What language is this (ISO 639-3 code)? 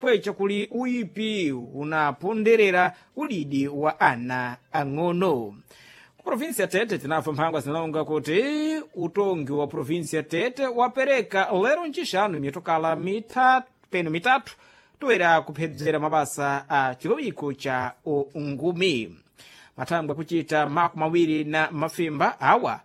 seh